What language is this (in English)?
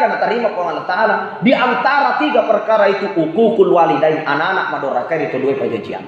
Buginese